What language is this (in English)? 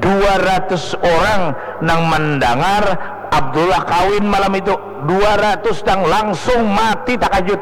Banjar